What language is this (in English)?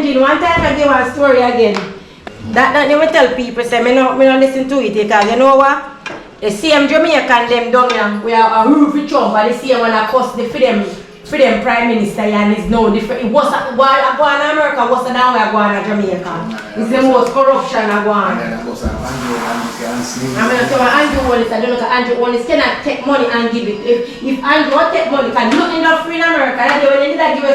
Jamaican Creole English